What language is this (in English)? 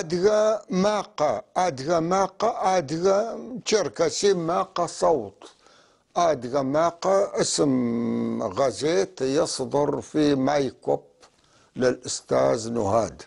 North Levantine Arabic